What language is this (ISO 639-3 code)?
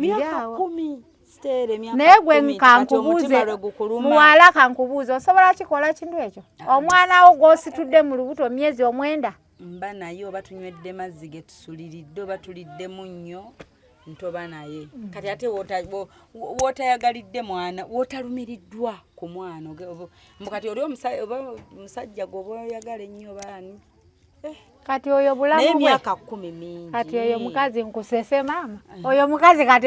lug